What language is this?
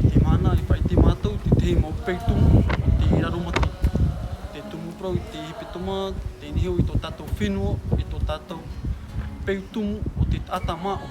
Tahitian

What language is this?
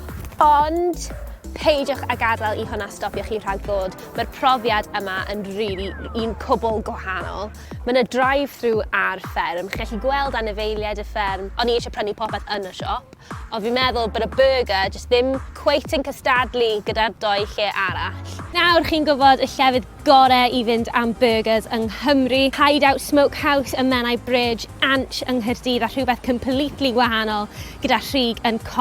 Welsh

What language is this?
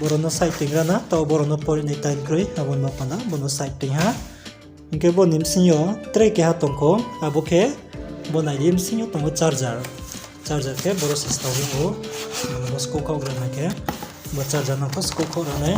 Riang (India)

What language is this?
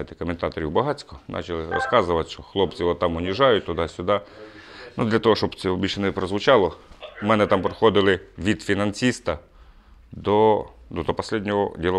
Ukrainian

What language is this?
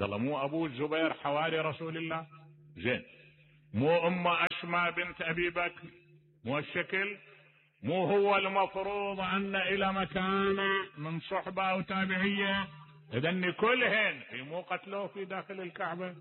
Mesopotamian Arabic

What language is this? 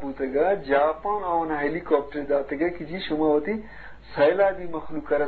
Eastern Balochi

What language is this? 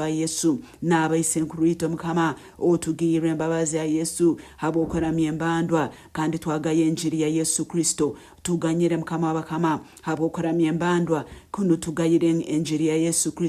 Nyankole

